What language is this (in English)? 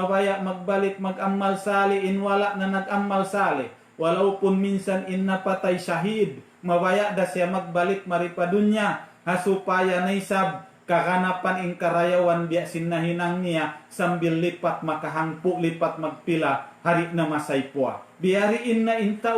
Tausug